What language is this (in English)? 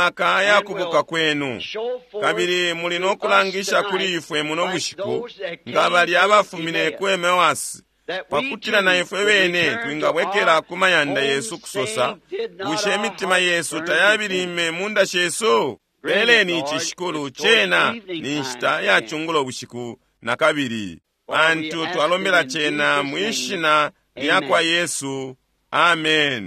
Bemba